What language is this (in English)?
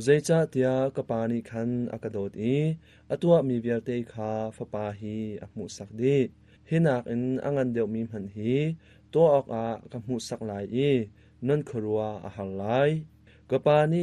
Hakha Chin